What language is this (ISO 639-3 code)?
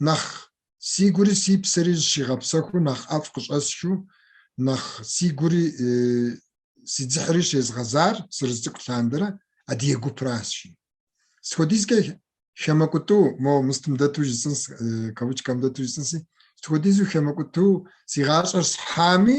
kbd